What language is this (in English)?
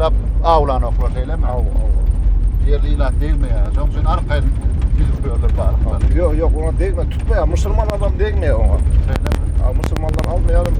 Turkmen